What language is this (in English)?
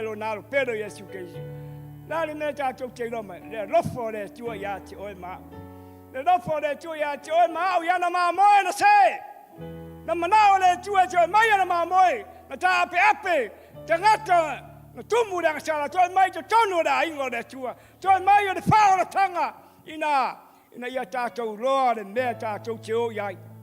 Samoan